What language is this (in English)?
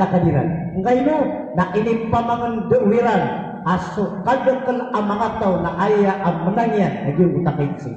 Maranao